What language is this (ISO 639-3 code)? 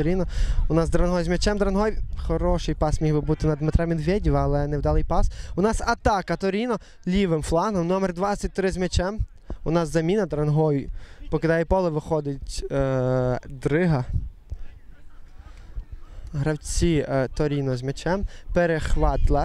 ukr